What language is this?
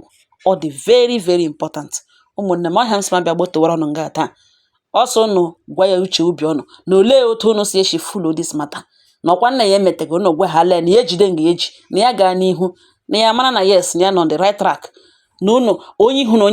Igbo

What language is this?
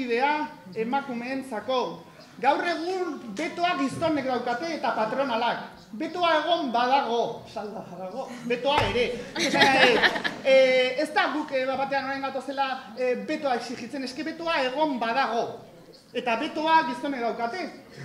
Basque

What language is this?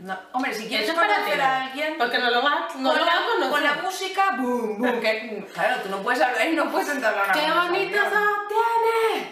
Spanish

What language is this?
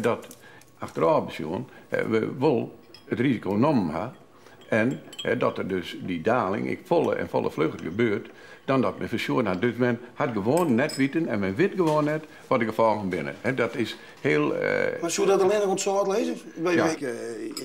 Western Frisian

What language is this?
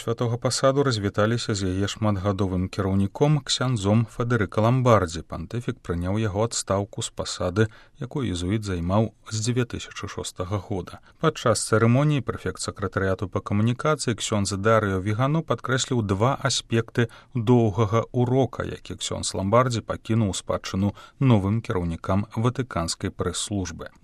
Belarusian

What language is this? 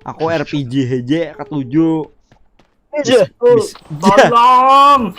Banjar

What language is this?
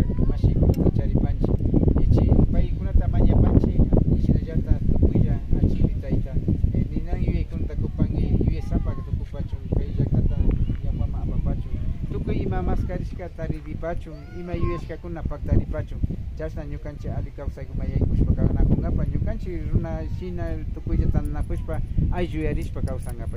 Imbabura Highland Quichua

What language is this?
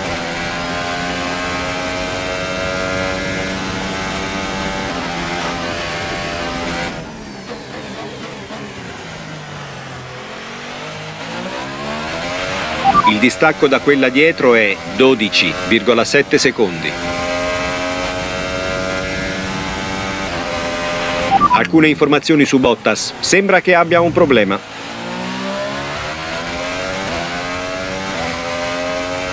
Italian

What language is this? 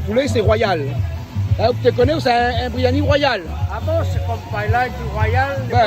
Réunion Creole French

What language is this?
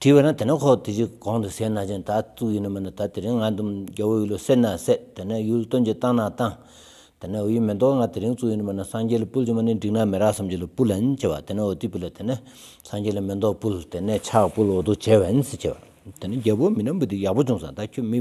Stod Bhoti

